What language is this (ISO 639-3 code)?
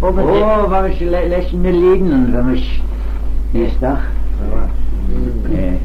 glv